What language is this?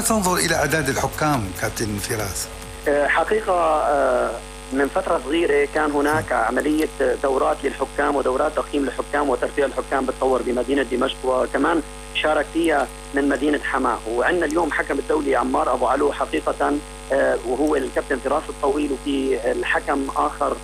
North Levantine Arabic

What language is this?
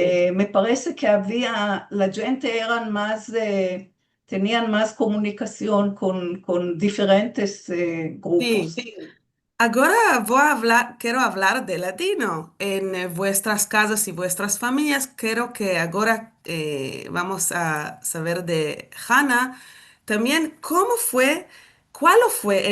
Ladino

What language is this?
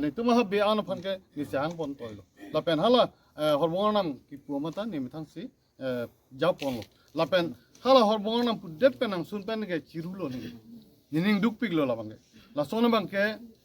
Karbi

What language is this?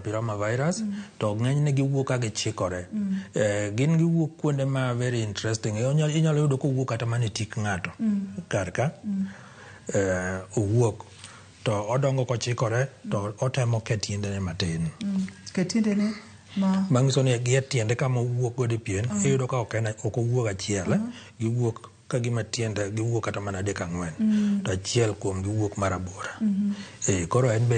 Luo (Kenya and Tanzania)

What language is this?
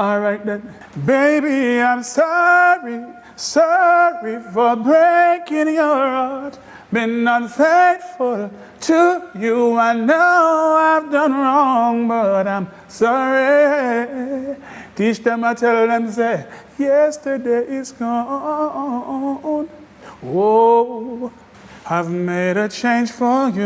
Jamaican Creole English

